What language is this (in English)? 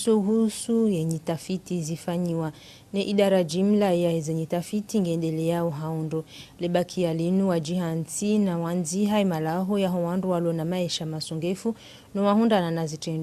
Ngazidja Comorian